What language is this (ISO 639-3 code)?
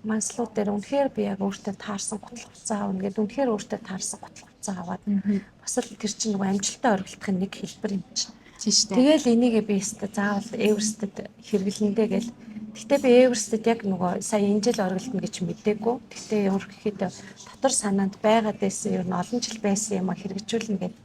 mon